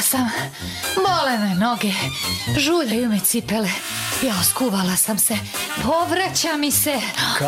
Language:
Serbian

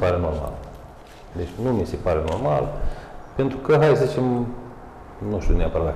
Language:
Romanian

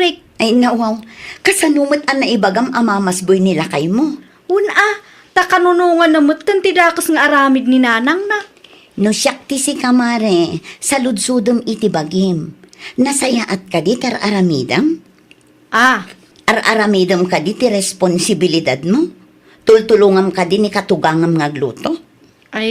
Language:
Iloko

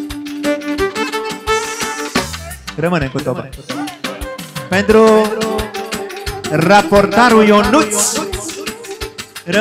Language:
Romanian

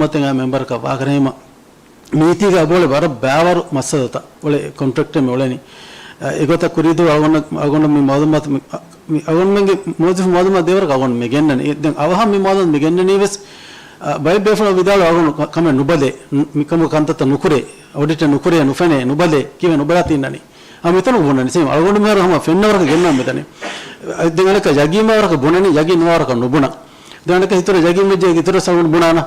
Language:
Divehi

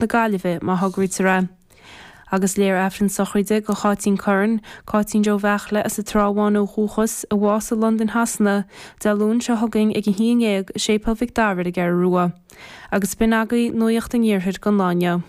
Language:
Irish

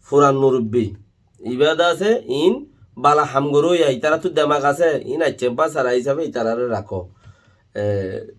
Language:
Rohingya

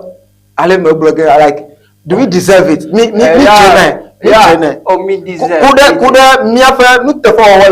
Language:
Ewe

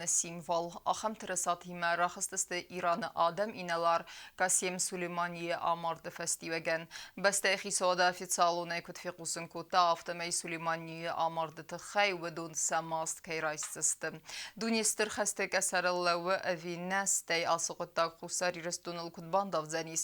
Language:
Ossetic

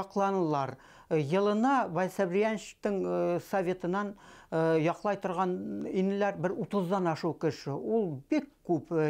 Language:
Bashkir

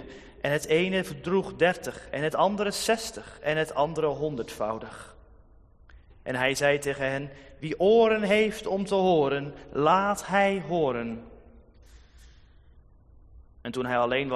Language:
Dutch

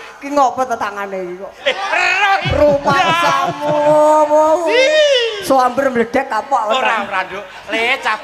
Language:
Javanese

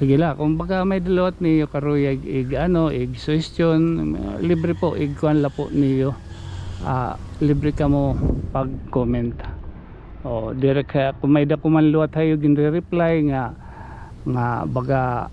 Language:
Waray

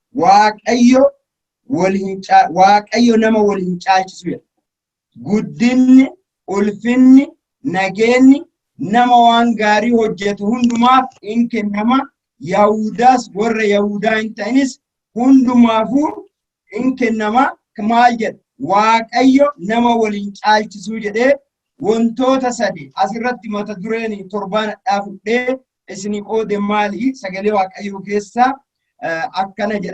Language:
Oromo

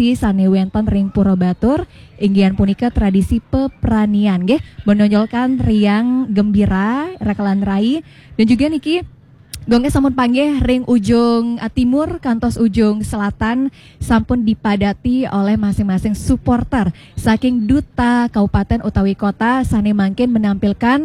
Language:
Balinese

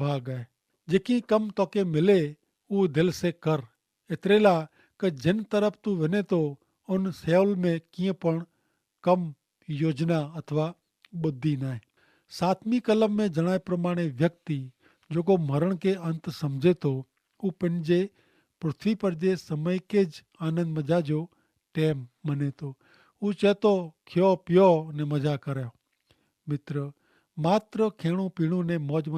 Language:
Kachhi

